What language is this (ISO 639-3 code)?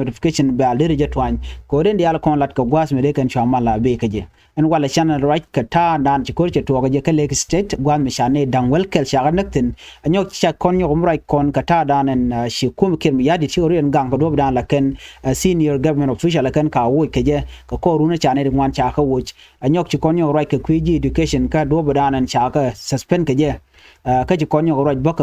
nus